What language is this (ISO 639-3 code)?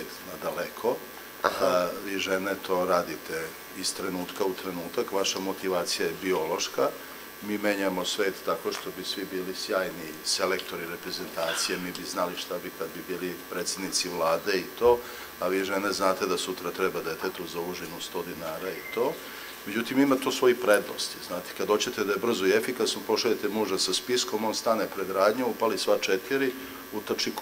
srp